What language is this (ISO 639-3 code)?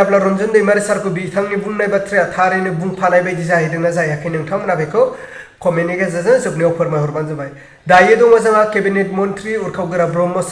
brx